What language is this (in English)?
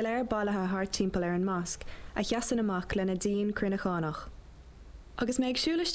Irish